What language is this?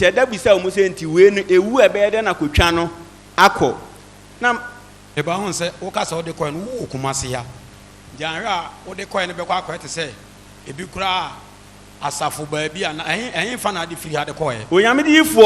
Akan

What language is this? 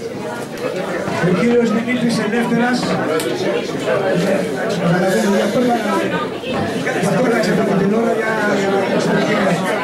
Greek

